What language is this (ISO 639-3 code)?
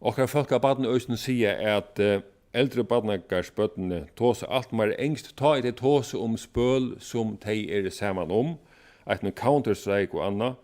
fao